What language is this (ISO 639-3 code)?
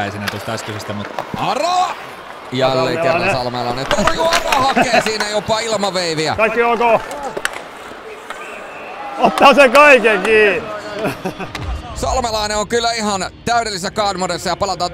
fin